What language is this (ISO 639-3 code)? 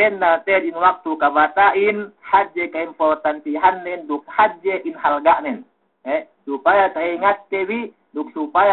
yka